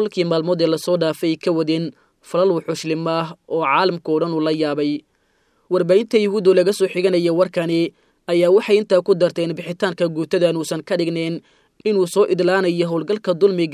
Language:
Somali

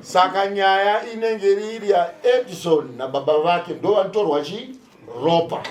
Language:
Shona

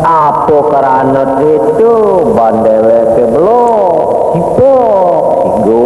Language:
Balinese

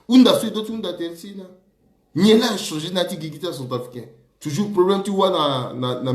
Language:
Sango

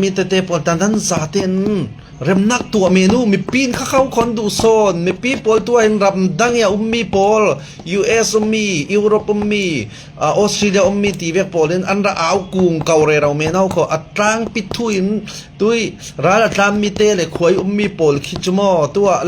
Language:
Falam Chin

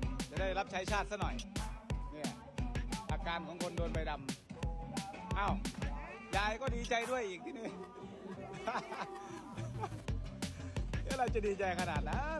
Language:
Thai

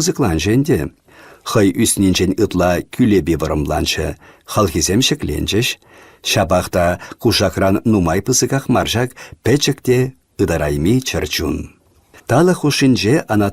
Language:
Chuvash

